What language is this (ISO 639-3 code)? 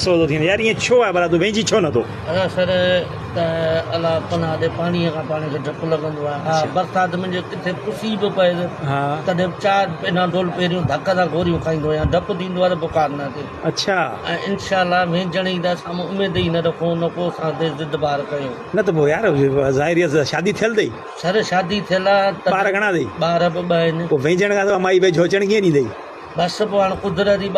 snd